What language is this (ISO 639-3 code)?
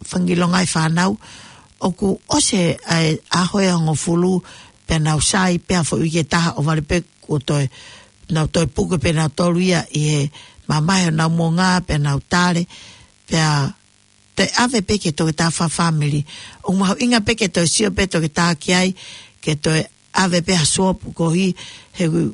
ton